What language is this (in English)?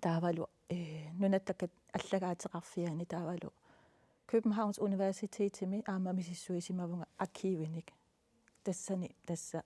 Kalaallisut